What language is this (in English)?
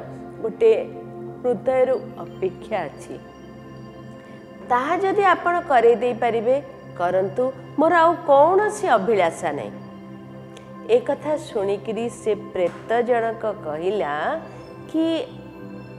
Odia